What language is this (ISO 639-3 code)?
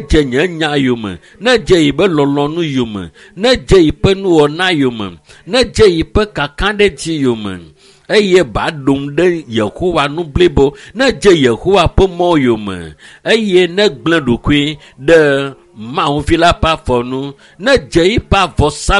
ewe